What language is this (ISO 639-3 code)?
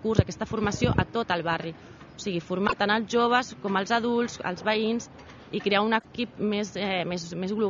cat